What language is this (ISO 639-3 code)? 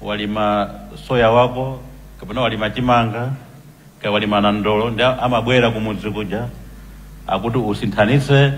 nya